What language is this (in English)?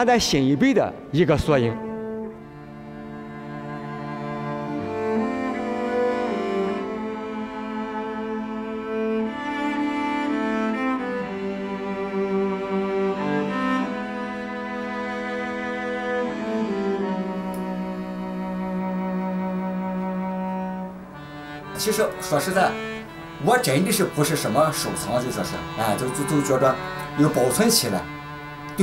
Chinese